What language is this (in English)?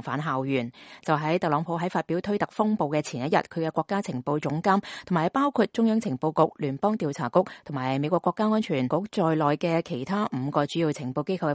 Cantonese